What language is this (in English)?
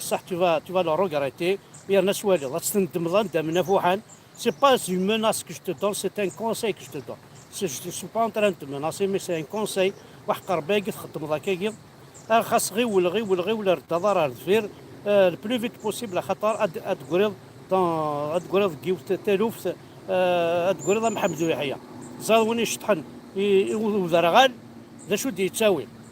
Kabyle